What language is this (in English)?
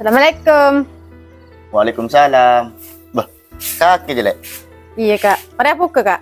Madurese